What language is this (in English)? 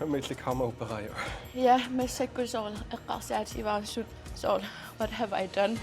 Kalaallisut